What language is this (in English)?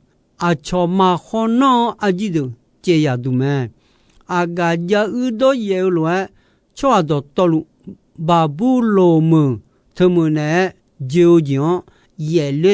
Akha